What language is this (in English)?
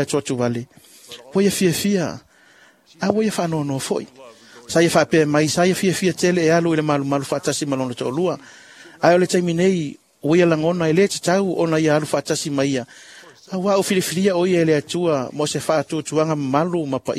Samoan